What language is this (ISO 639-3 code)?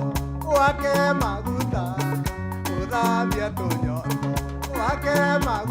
mer